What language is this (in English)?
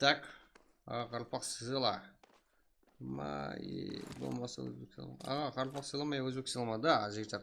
Kara-Kalpak